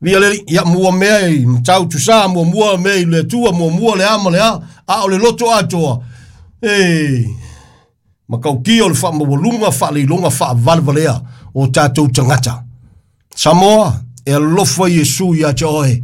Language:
Samoan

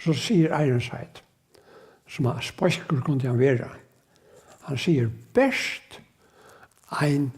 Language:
Faroese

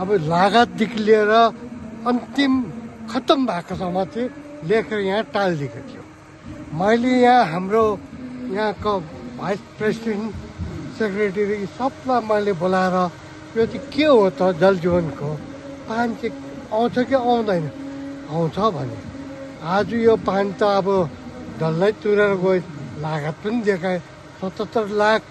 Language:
Nepali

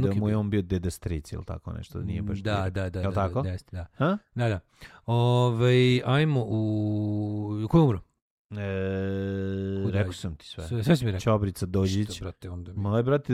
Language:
Serbian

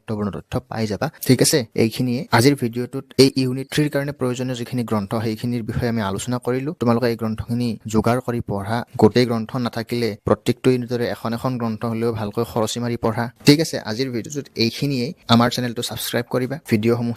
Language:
Assamese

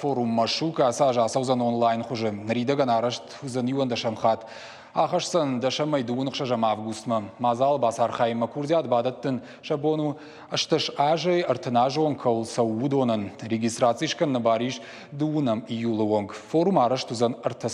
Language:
Ossetic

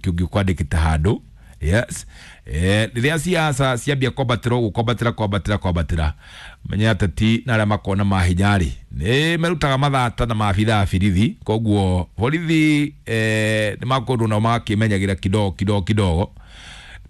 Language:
Kikuyu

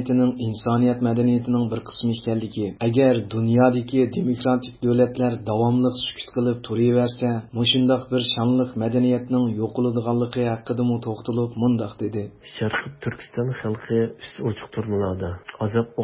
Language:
Uyghur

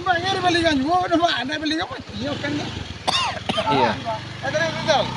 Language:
Minangkabau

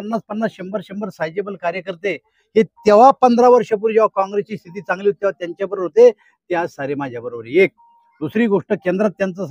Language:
Marathi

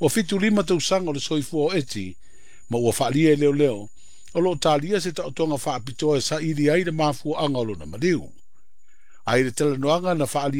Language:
Samoan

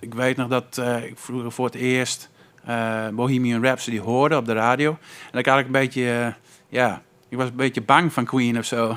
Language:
Western Frisian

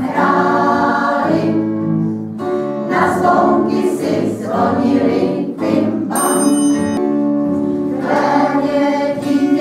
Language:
Czech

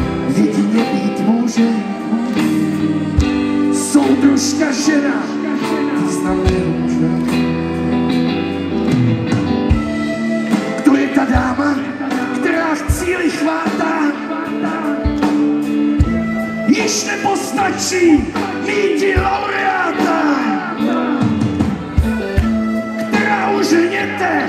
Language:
Czech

